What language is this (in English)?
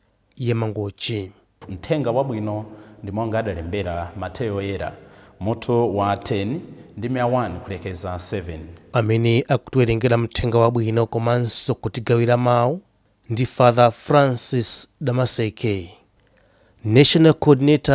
Nyanja